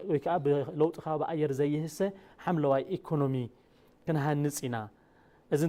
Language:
Tigrinya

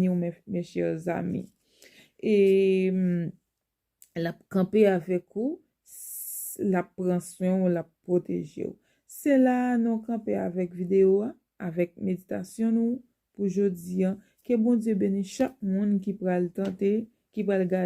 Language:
Haitian Creole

